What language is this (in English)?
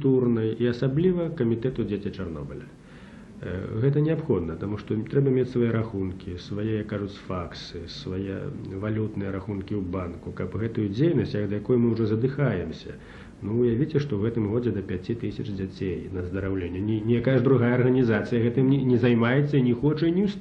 Belarusian